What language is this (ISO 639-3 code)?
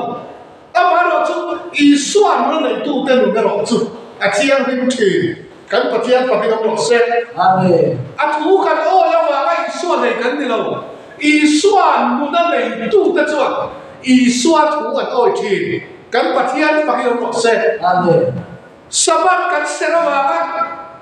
lus